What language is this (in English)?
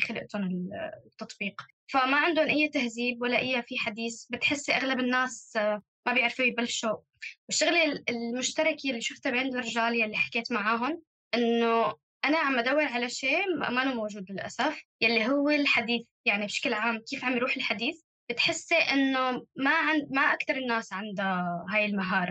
North Levantine Arabic